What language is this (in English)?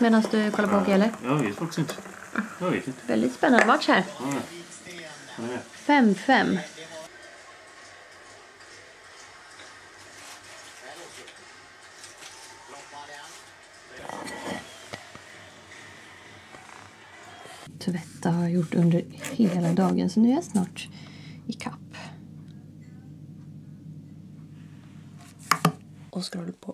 Swedish